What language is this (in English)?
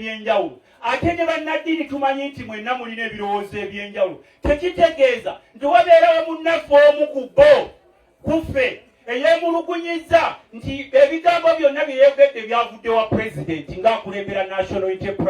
Ganda